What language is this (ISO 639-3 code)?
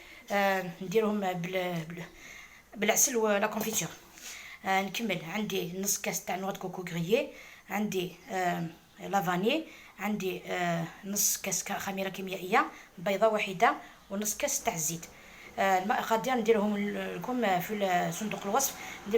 arq